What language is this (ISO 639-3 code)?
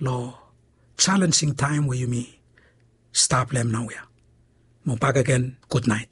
bis